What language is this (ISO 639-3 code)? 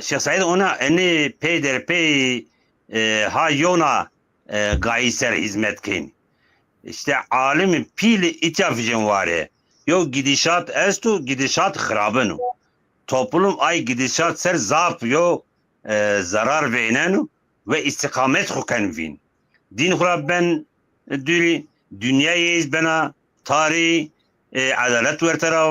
zza